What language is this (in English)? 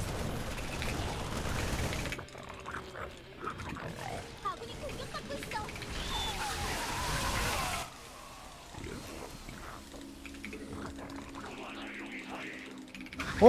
Korean